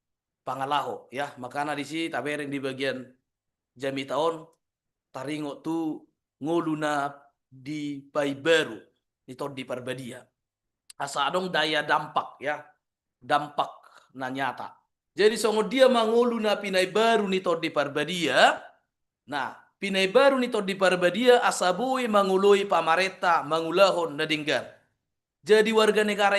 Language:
Batak Toba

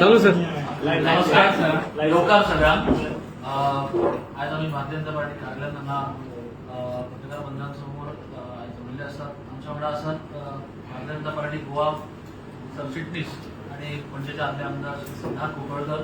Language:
Konkani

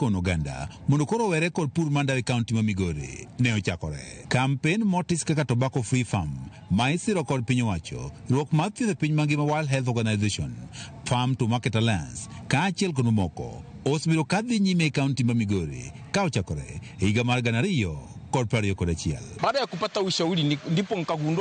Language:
Luo (Kenya and Tanzania)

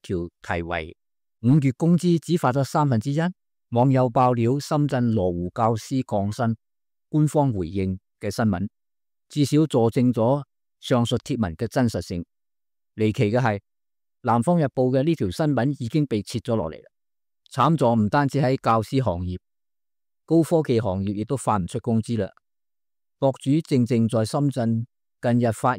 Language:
Cantonese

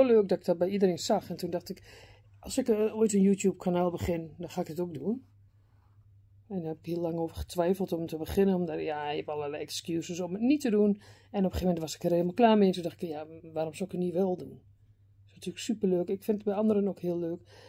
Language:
Dutch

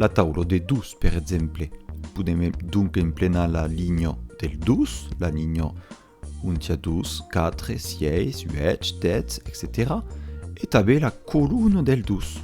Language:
Occitan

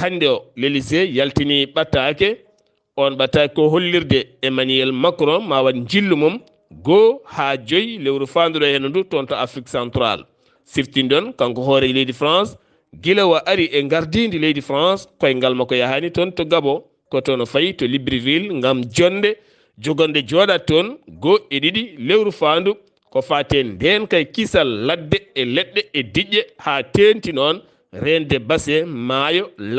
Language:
Fula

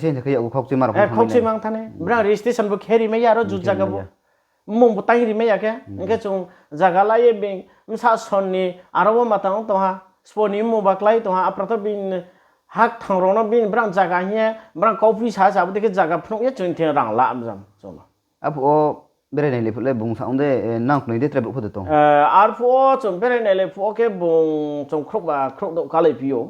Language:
Riang (India)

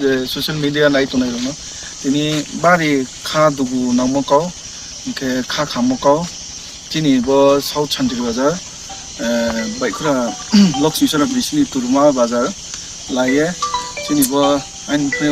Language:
Riang (India)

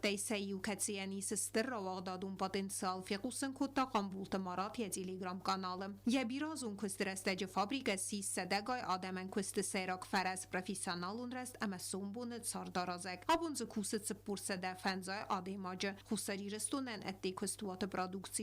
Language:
Ossetic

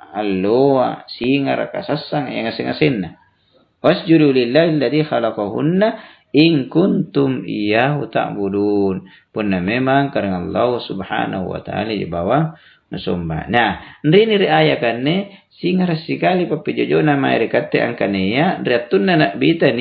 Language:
Makasar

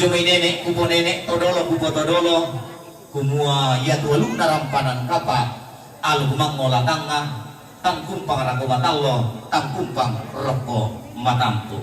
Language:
Toraja-Sa'dan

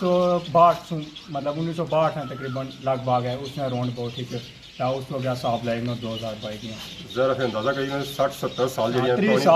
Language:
Pahari-Potwari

